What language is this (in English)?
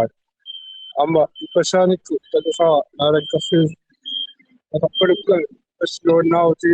Kalaallisut